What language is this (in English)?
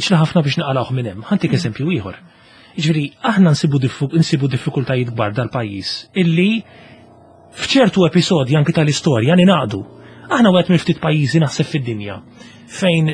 Maltese